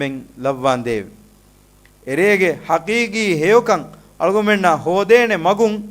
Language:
Divehi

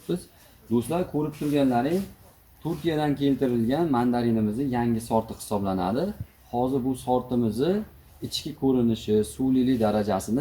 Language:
Uzbek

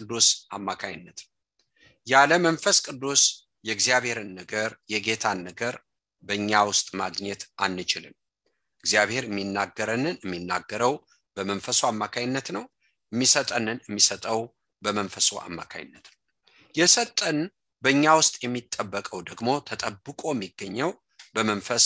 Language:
Amharic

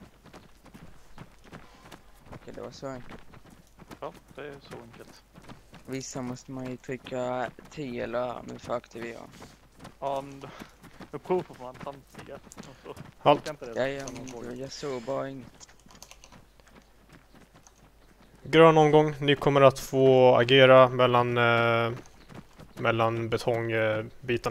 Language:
Swedish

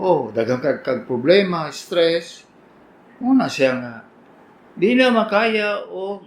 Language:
Cebuano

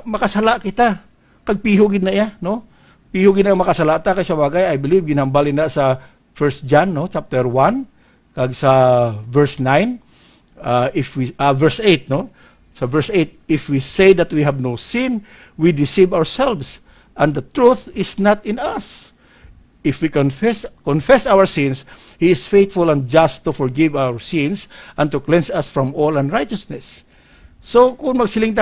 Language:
Hiligaynon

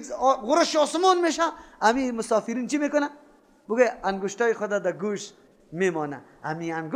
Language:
Persian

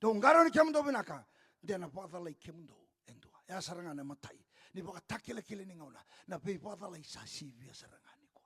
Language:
Fijian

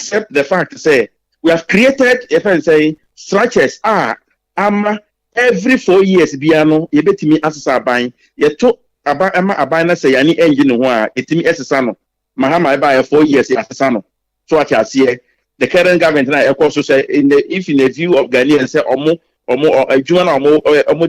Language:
Akan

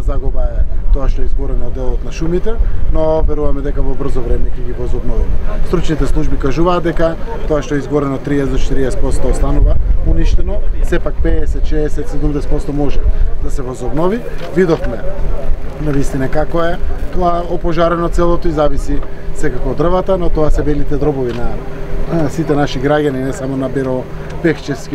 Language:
Macedonian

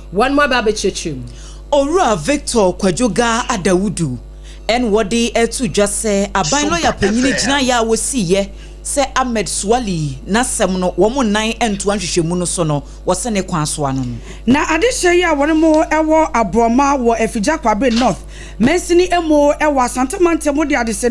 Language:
Akan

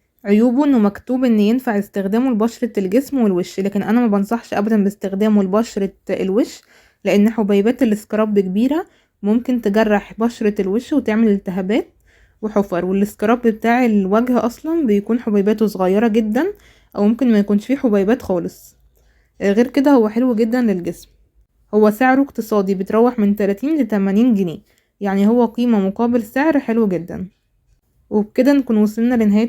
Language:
Egyptian Arabic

